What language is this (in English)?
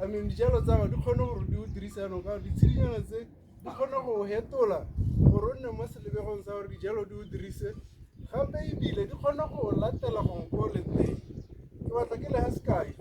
Tswana